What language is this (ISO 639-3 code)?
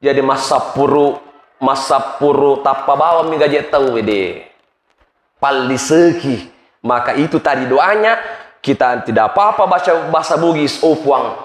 bug